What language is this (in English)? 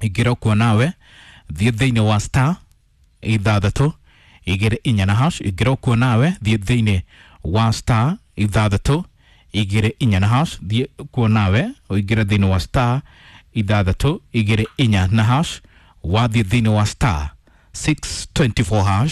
Kikuyu